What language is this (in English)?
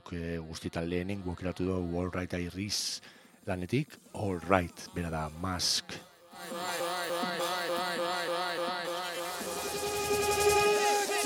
Basque